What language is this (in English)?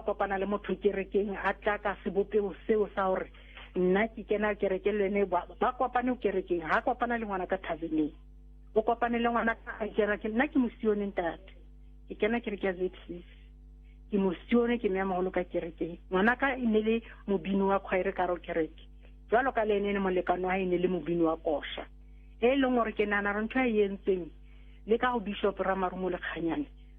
Southern Sotho